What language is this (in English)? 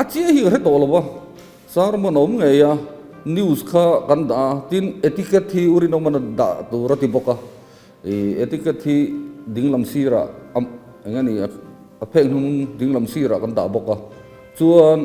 Mizo